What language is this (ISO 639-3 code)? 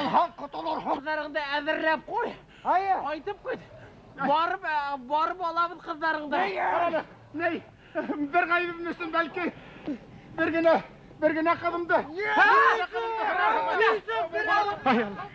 bak